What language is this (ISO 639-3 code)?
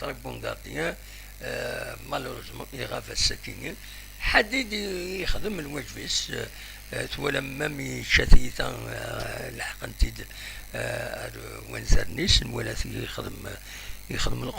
kab